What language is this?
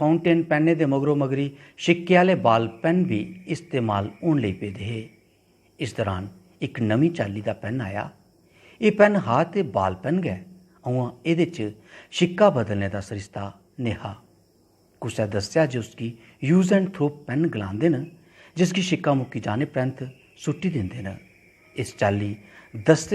Dogri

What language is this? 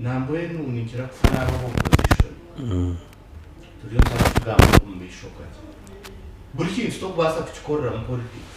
Nyankole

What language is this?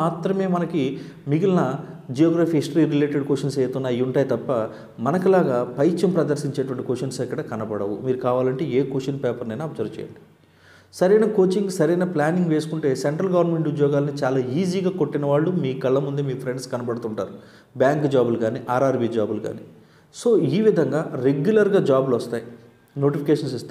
Telugu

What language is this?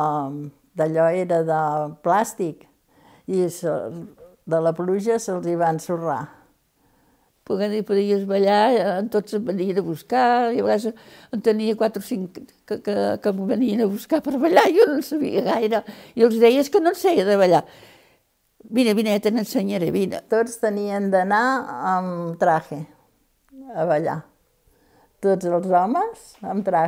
Catalan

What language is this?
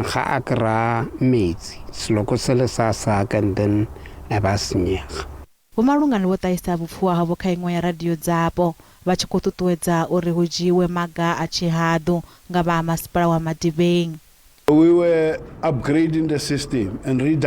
Venda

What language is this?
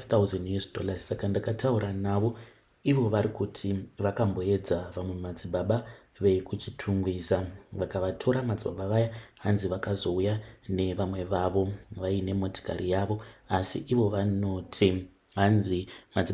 Shona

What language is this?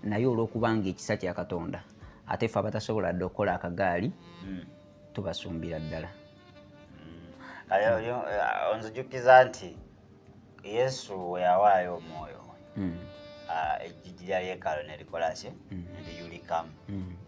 Ganda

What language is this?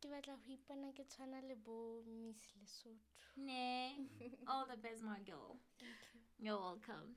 Southern Sotho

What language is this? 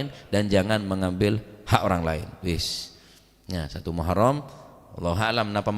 Madurese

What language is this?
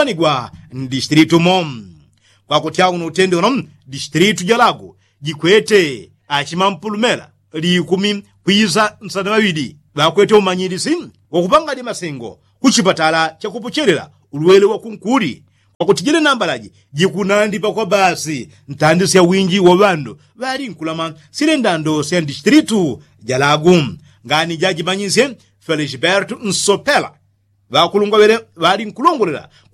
Yao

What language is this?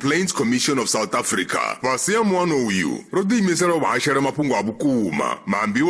Venda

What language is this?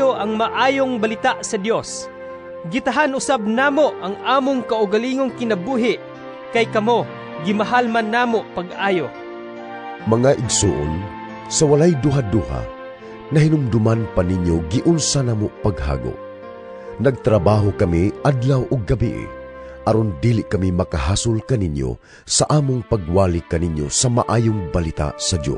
Cebuano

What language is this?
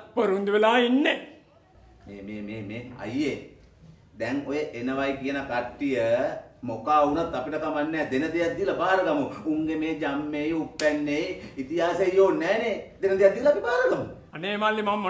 Sinhala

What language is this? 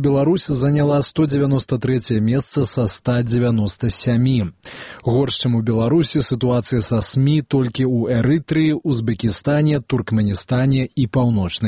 Belarusian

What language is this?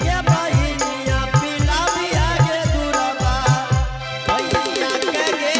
Angika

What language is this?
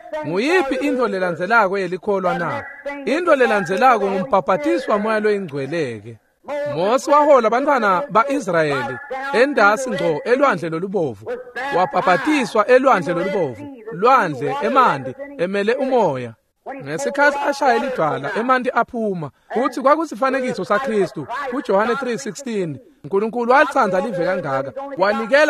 Swati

